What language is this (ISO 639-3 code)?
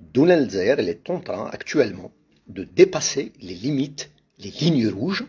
kab